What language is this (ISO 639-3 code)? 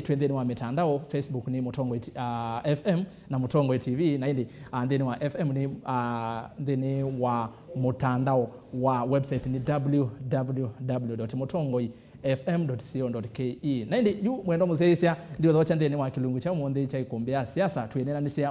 kam